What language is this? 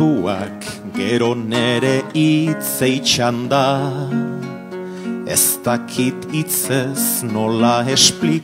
Basque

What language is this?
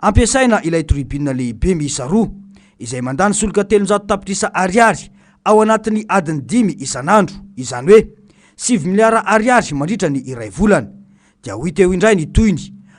Malagasy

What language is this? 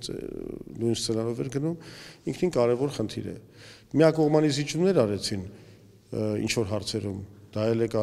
Armenian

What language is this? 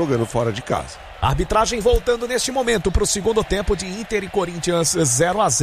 Portuguese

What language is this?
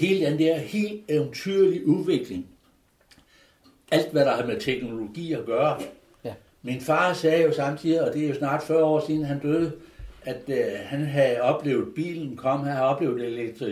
Danish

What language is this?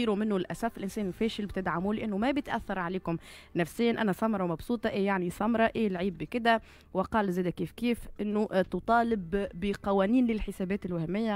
Tunisian Arabic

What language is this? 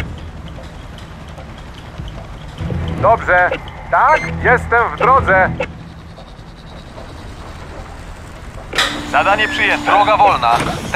Polish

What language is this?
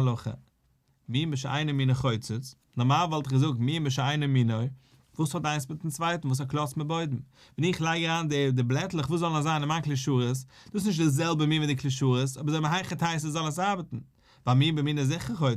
Yiddish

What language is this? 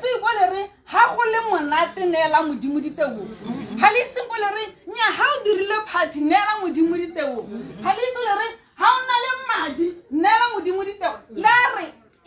Tswana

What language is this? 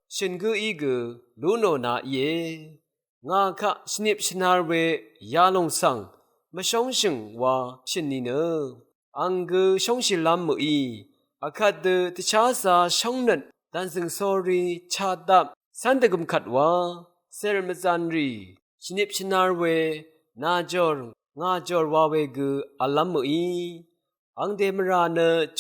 Rawang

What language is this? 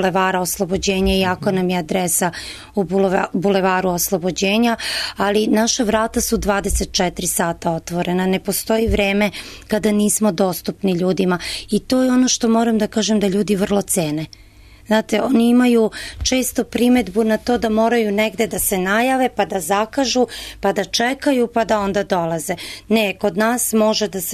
Serbian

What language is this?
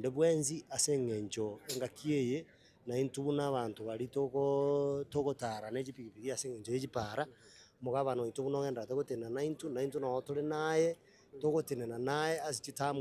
Gusii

